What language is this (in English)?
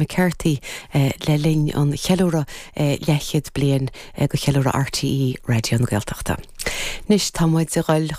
Irish